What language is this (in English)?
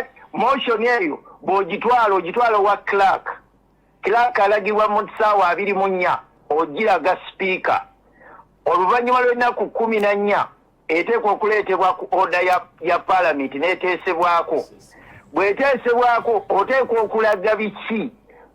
Ganda